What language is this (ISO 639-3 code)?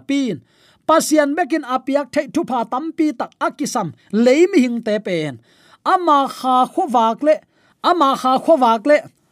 ctd